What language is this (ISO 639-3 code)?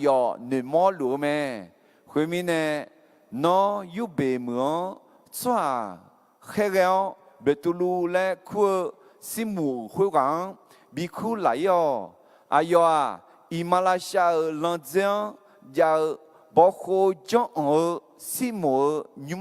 ahk